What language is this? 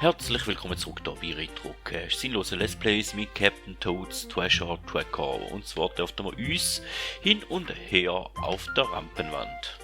Swiss German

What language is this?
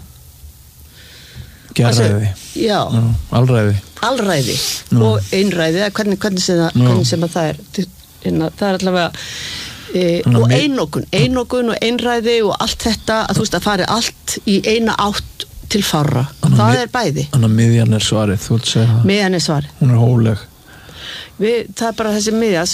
Icelandic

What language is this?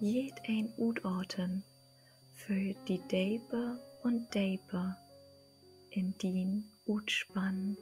Low German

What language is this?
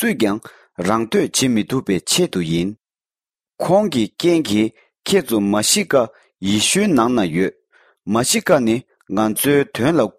Tibetan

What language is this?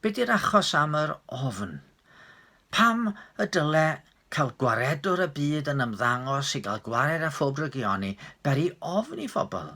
Welsh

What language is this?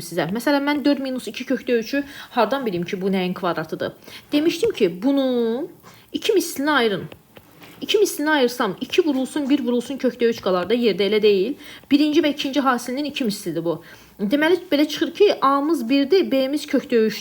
Azerbaijani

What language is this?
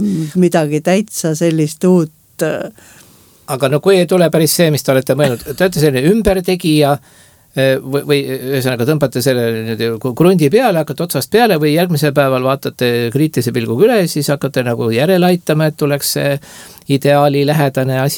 Estonian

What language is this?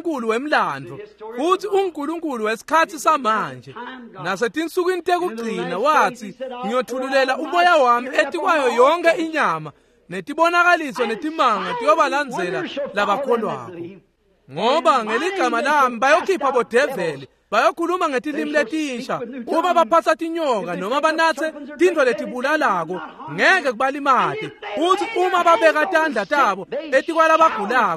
Swati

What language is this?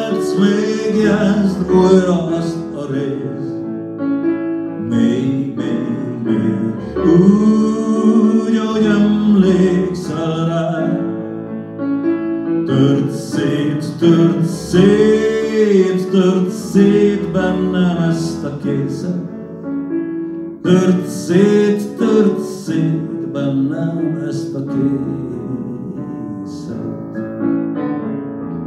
Hungarian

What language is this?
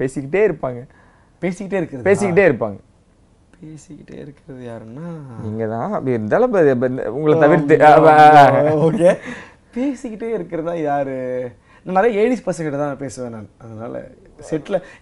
Tamil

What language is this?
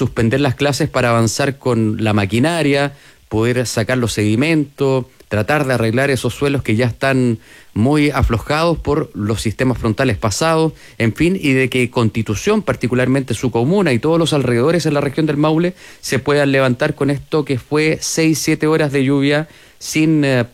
Spanish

